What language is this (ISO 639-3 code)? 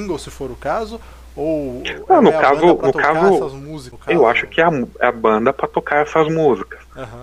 por